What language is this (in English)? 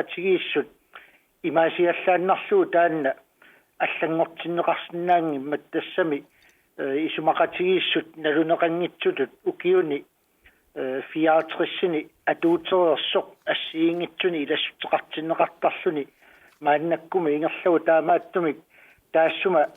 Kalaallisut